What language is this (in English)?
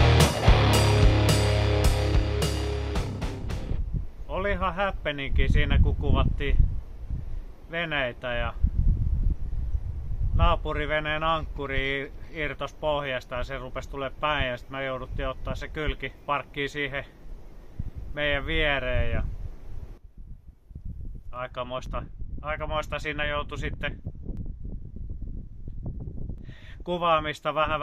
Finnish